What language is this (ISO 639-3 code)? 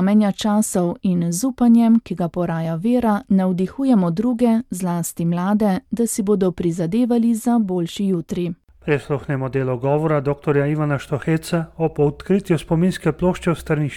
slv